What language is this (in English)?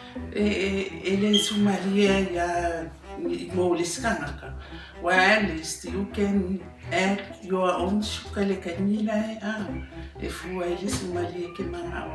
Samoan